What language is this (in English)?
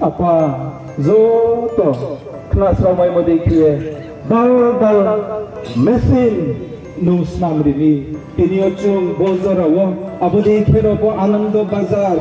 Riang (India)